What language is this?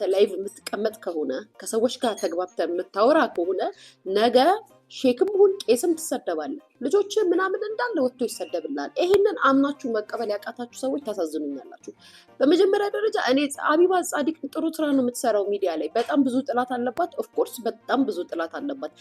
Amharic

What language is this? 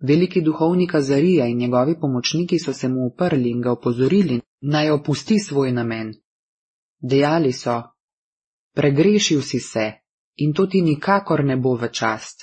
Slovenian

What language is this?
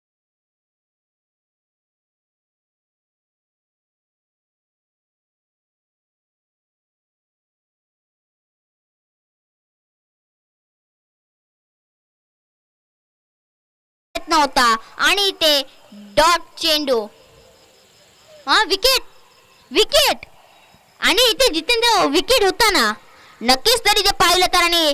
Marathi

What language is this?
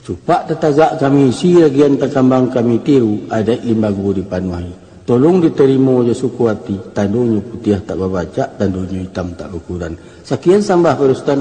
Minangkabau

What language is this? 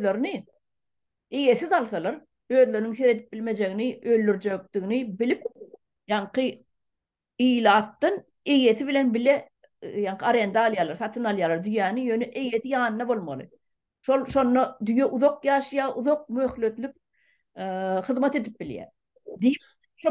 Turkmen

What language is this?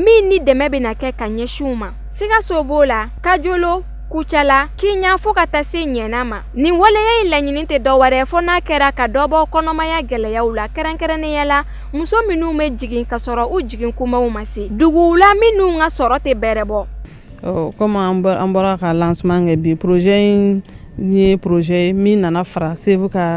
Bambara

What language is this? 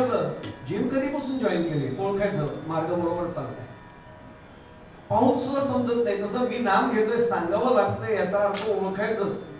Marathi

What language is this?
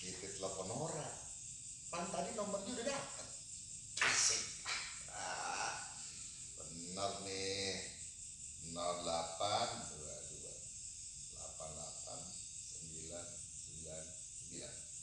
Betawi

